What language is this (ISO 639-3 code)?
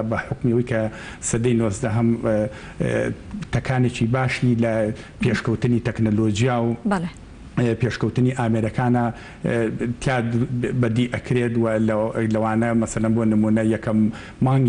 ckb